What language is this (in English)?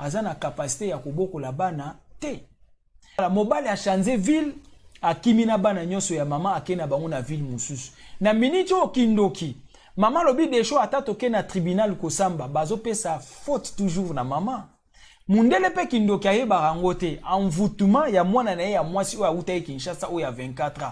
Lingala